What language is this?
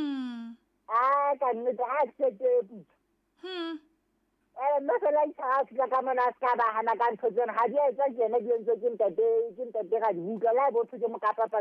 Southern Sotho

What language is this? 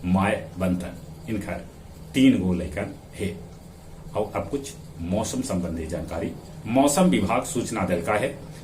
Magahi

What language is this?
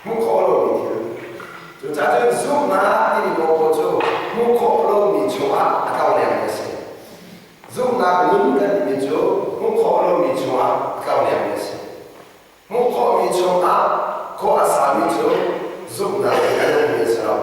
Hakha Chin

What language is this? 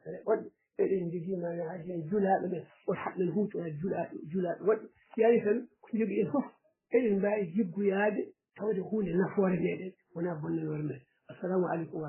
Fula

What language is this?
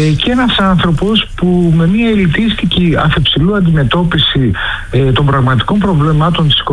Greek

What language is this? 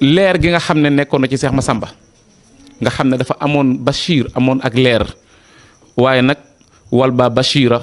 Wolof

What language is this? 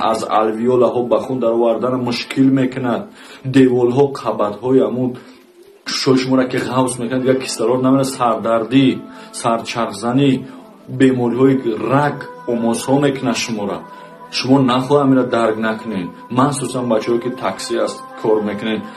Tajik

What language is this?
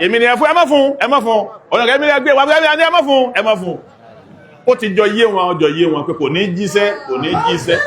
Yoruba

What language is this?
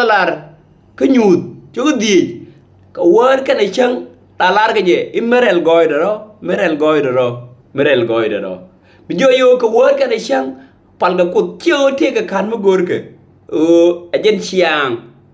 Nuer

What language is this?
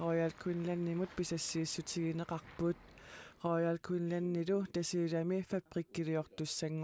Kalaallisut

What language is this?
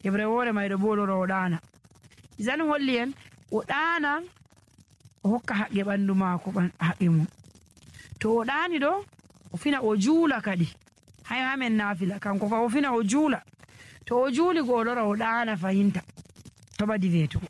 Nigerian Fulfulde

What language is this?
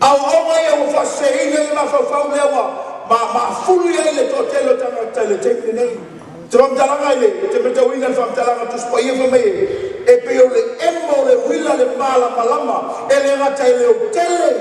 Samoan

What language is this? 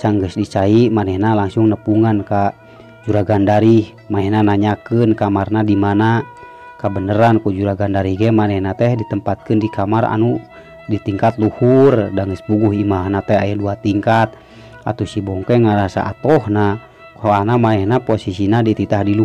Sundanese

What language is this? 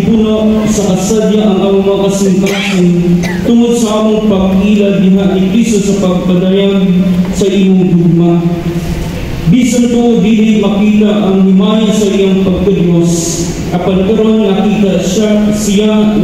Cebuano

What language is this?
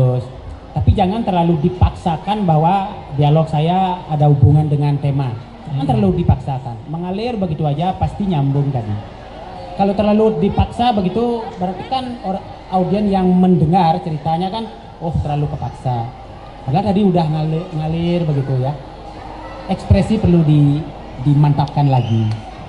Indonesian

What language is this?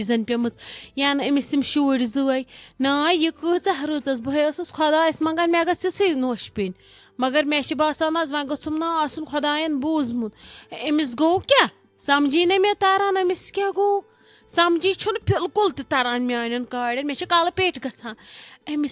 Kashmiri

